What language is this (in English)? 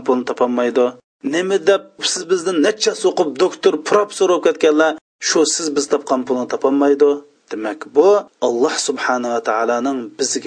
Uyghur